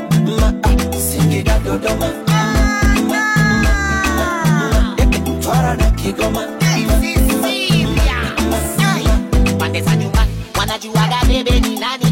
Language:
Swahili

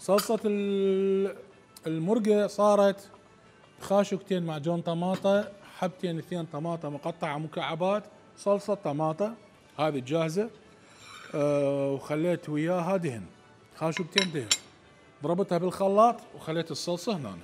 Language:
Mesopotamian Arabic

